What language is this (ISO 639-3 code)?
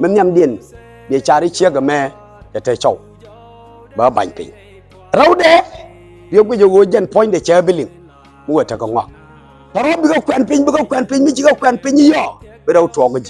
nus